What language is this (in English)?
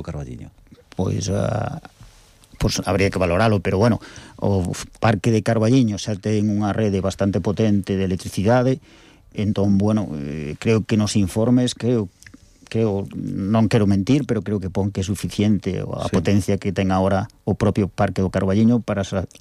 Galician